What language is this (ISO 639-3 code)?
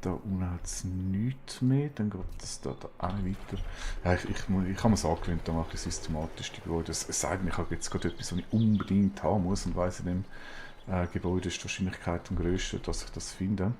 gsw